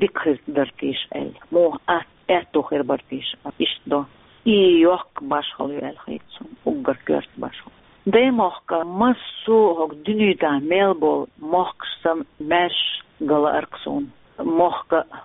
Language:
Chechen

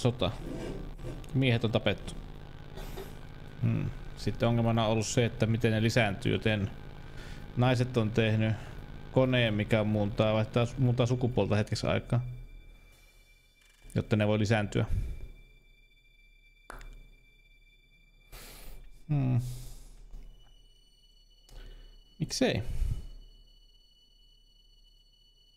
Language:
Finnish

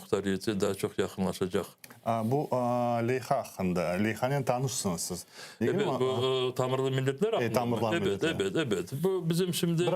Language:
Crimean Tatar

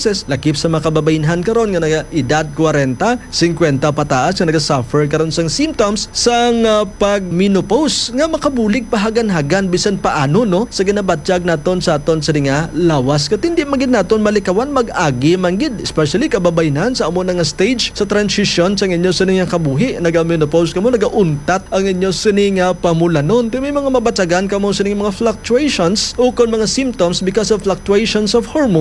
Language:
Hiligaynon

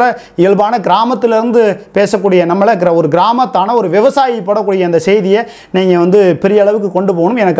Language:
Tamil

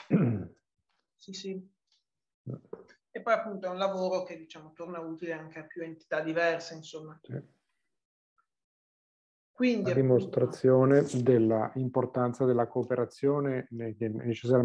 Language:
Italian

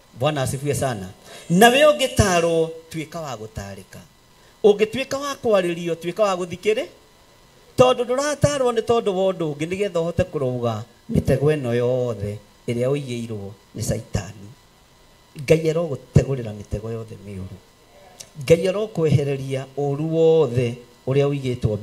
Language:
Kikuyu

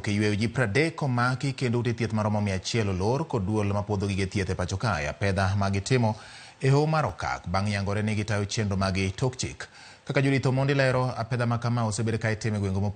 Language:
Luo (Kenya and Tanzania)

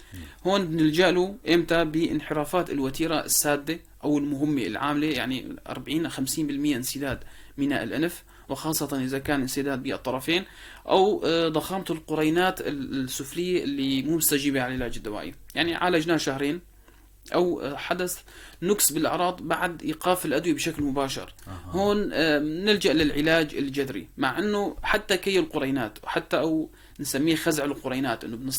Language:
North Levantine Arabic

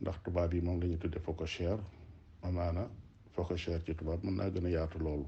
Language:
Wolof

